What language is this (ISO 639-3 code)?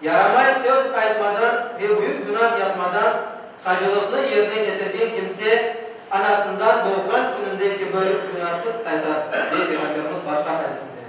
crh